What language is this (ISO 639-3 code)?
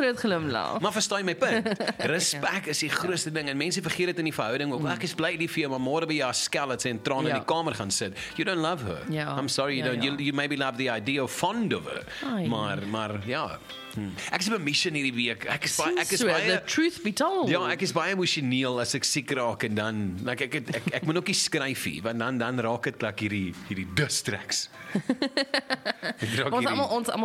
afr